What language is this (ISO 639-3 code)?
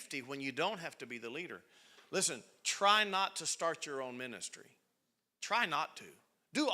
eng